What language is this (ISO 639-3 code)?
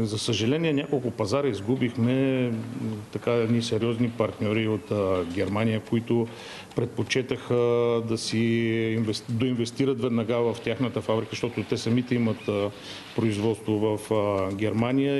bul